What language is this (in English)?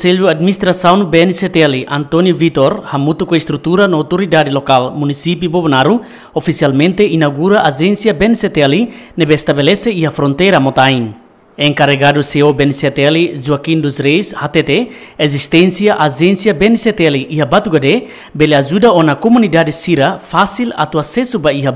Tetum